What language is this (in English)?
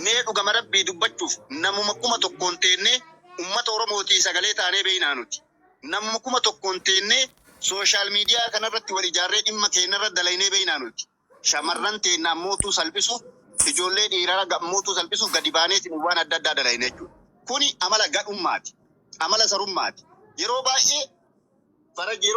Oromo